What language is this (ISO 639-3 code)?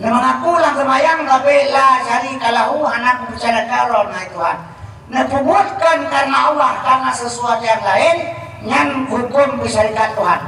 ace